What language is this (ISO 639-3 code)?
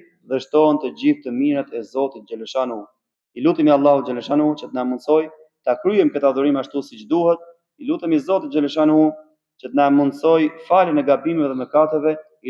sqi